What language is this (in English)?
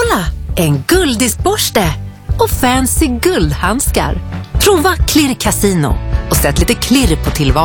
Swedish